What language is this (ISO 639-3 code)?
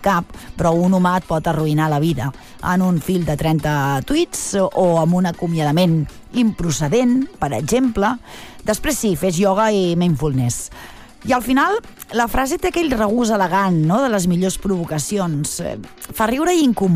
cat